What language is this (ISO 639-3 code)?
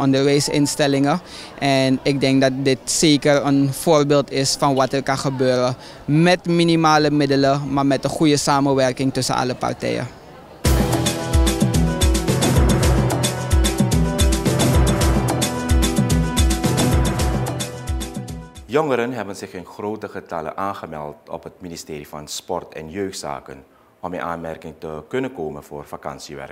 nld